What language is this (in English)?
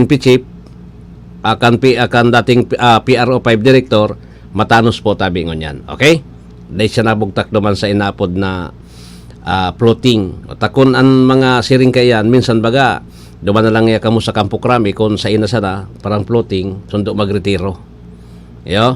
Bikol